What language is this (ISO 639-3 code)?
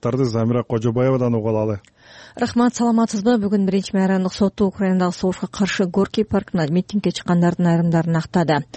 kir